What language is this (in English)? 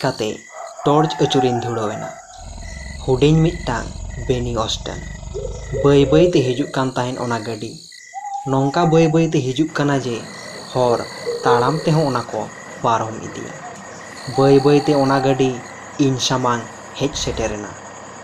Santali